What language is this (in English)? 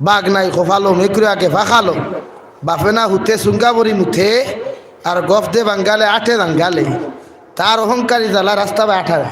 Sylheti